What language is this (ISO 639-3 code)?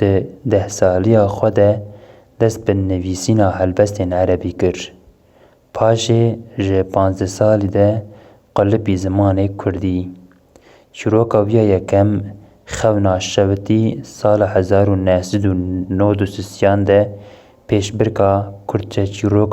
kur